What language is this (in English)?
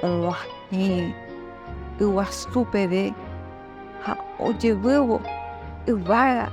Guarani